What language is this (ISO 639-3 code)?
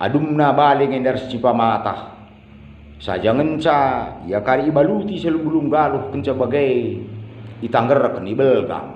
btx